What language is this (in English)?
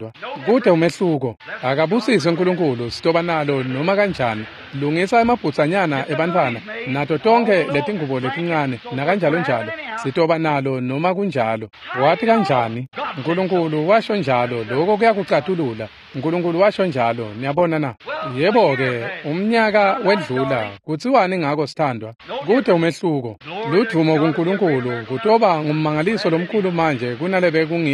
Swati